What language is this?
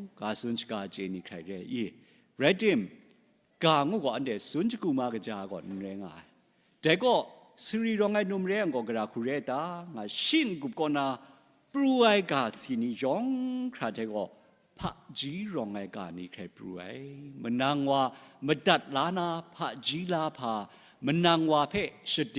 Kachin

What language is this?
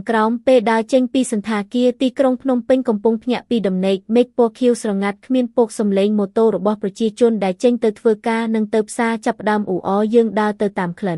Khmer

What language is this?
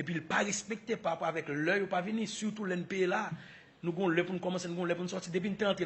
Haitian Creole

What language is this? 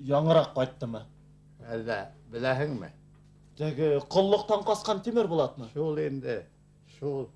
Bashkir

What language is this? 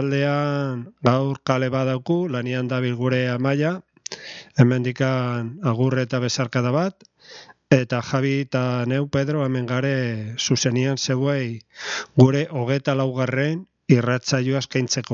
Basque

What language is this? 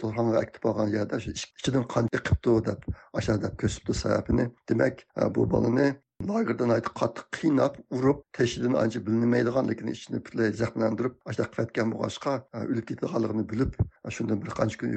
Uyghur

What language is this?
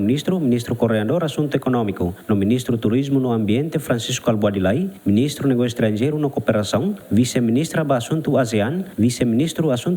Tetum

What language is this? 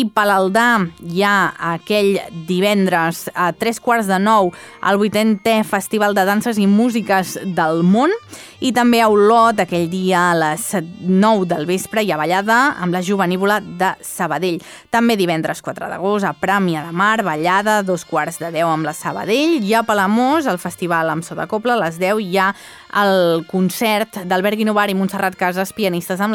Catalan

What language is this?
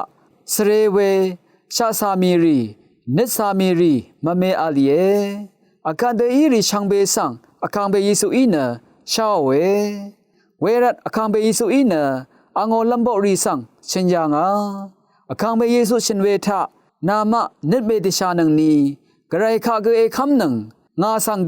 Rawang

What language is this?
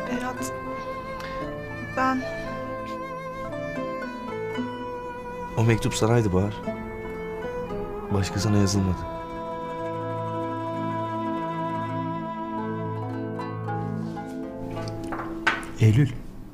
Turkish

